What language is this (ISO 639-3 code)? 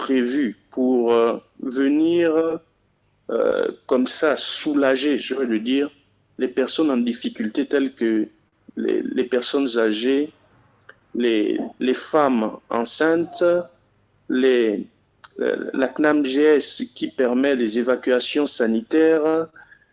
fra